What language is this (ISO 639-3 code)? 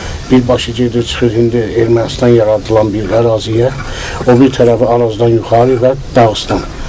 aze